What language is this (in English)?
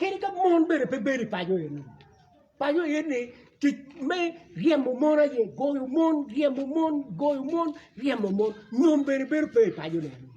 Acoli